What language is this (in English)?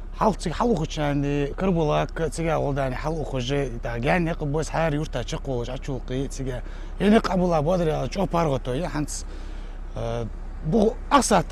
Ingush